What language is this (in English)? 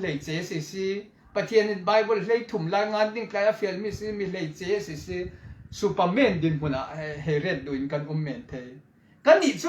Falam Chin